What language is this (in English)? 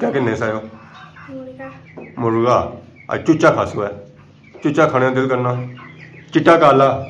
Pahari-Potwari